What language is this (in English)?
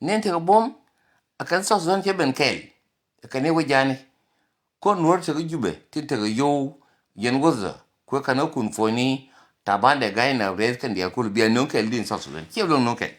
Nuer